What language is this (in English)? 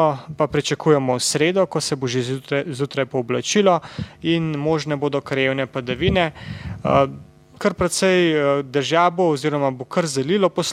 Slovenian